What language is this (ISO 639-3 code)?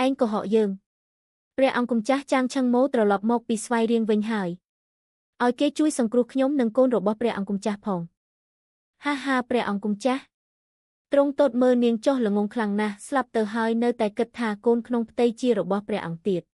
khm